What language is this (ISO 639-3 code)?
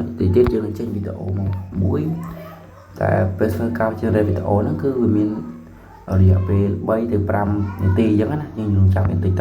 khm